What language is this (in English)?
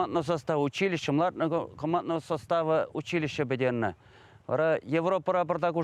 Chuvash